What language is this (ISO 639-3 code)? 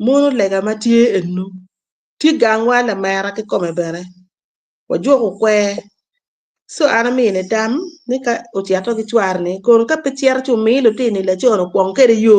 ach